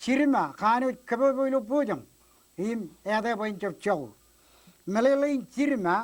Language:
Marshallese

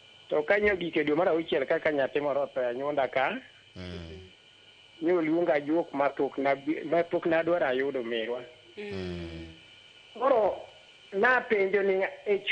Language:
Luo (Kenya and Tanzania)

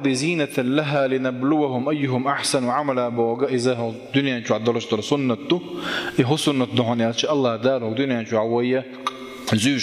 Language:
Chechen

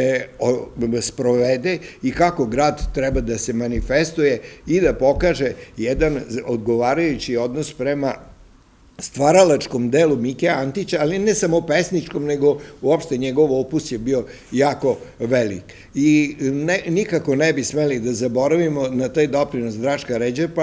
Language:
Serbian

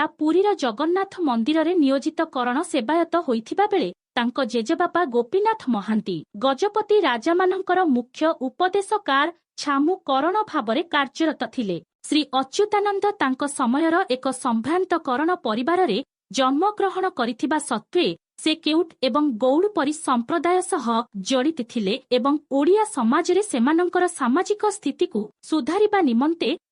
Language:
Odia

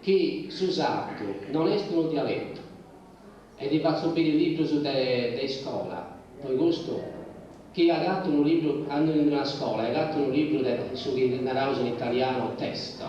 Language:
Sardinian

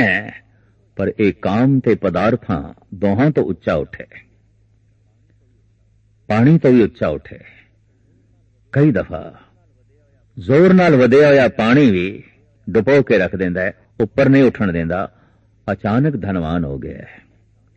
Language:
Punjabi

